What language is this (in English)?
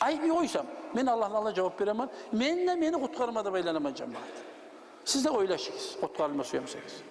Kumyk